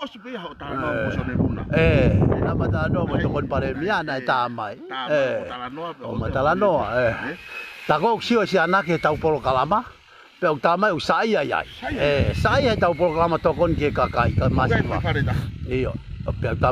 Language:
Tongan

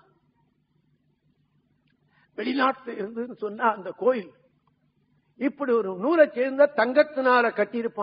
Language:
Tamil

